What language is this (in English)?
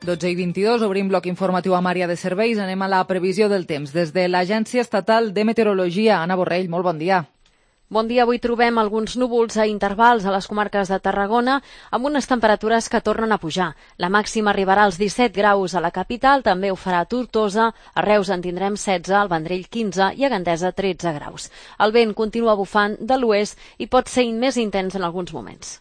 Catalan